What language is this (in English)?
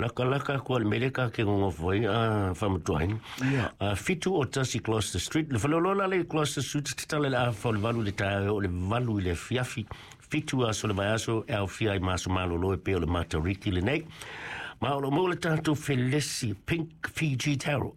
Samoan